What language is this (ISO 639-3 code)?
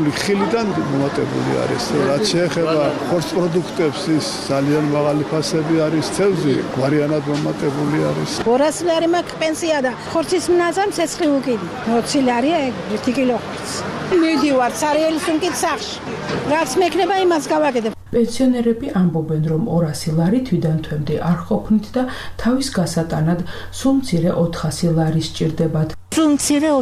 kat